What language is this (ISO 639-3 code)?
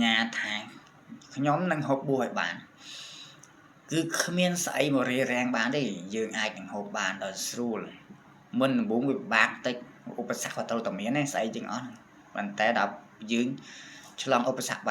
khm